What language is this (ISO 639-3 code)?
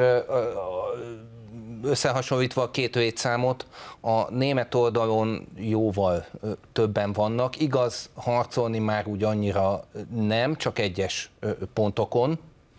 hun